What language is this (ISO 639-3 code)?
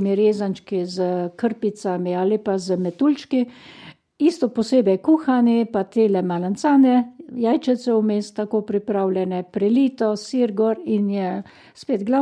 slv